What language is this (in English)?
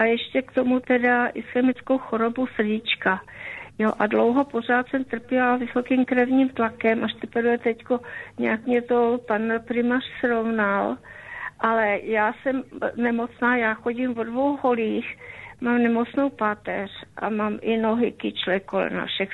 Czech